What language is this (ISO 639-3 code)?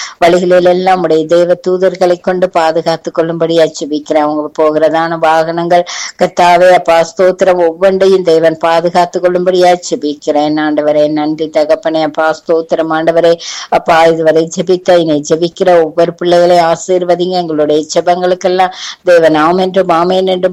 tam